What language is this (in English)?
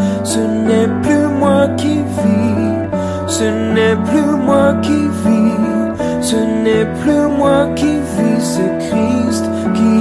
French